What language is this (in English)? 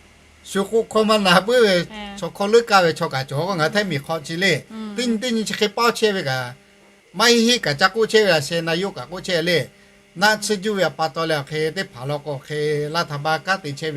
Lahu